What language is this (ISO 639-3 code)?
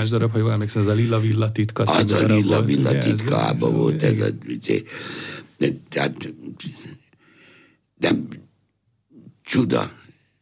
hun